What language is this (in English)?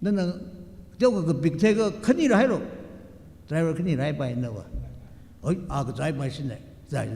Tangkhul Naga (India)